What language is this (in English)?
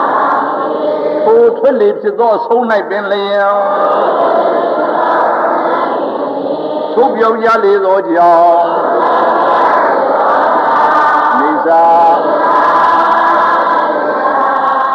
Burmese